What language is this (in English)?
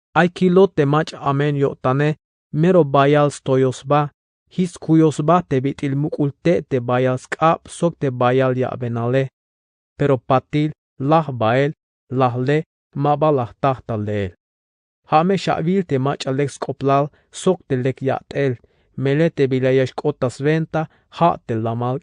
Tzeltal